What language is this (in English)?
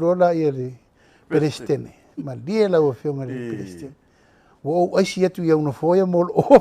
Samoan